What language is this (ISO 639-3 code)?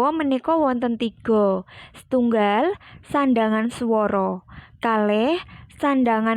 jav